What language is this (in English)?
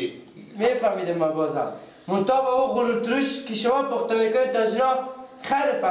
Persian